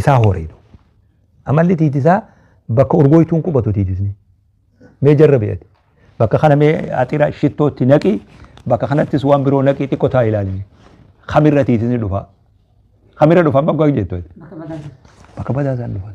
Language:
Oromo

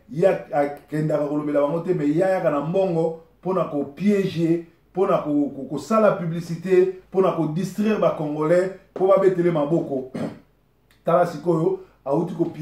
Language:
Lingala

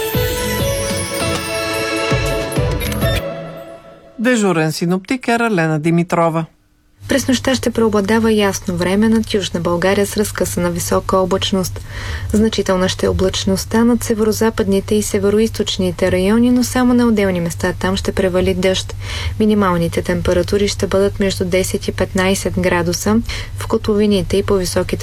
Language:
Bulgarian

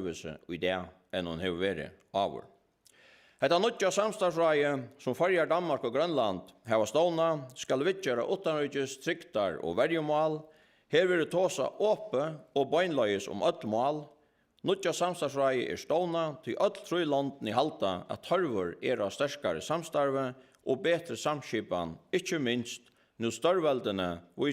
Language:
Faroese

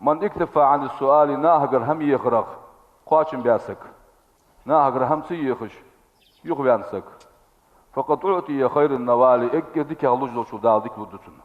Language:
Ingush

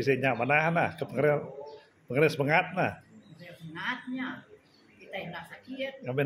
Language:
Iban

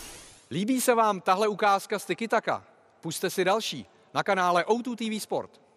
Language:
Czech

